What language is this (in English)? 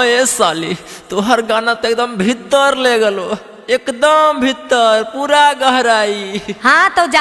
Magahi